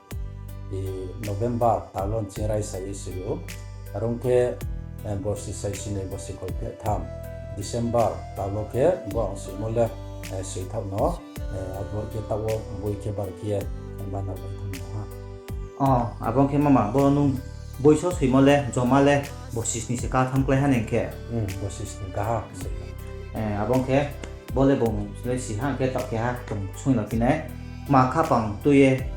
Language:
Riang (India)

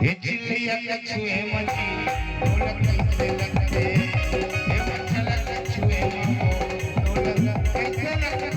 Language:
Chhattisgarhi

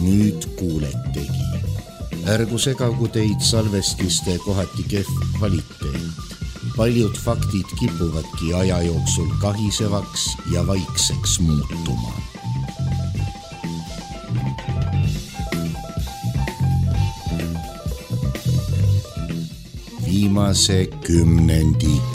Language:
Estonian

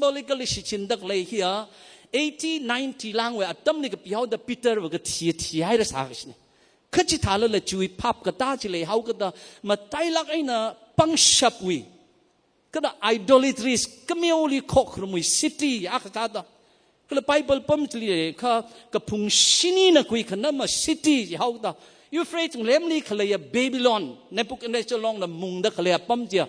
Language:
Tangkhul Naga (India)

